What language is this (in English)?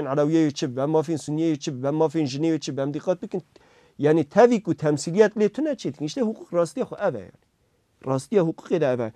Kurdish